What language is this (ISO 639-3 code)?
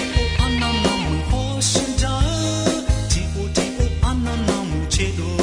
ahk